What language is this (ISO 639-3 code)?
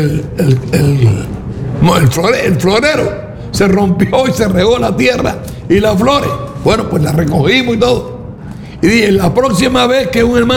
spa